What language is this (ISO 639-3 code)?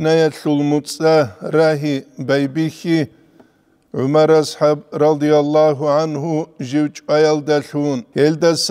ava